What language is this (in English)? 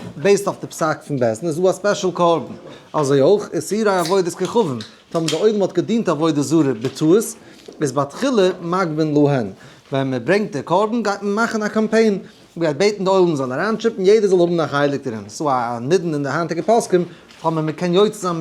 Yiddish